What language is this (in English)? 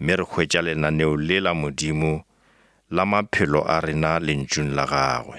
Northern Sotho